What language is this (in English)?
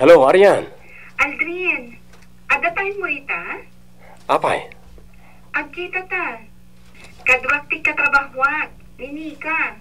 Iloko